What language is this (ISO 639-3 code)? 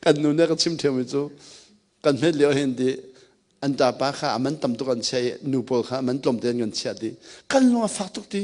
cnh